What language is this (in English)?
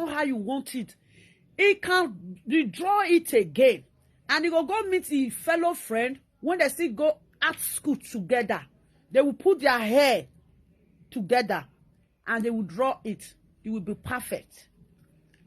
Nigerian Pidgin